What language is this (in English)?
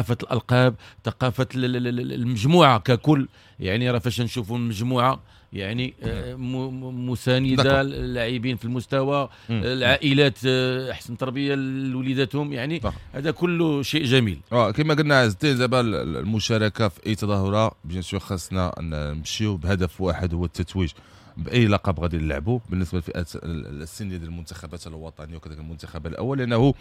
Moroccan Arabic